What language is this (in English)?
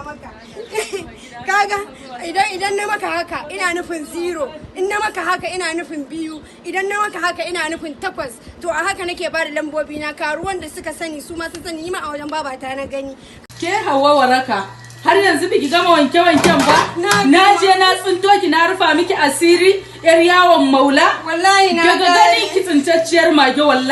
Hausa